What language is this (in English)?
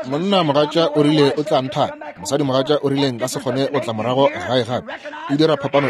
Northern Sotho